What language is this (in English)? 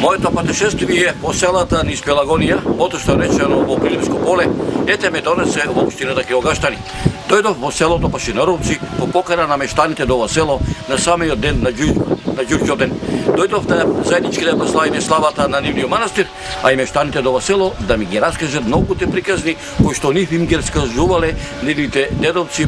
Macedonian